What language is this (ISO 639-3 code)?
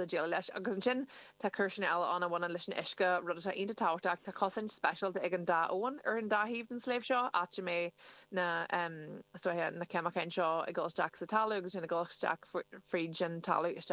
gle